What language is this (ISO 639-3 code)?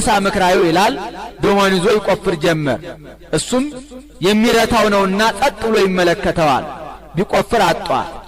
amh